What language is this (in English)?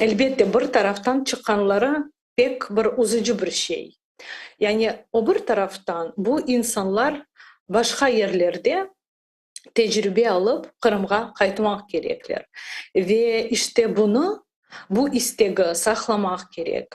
Crimean Tatar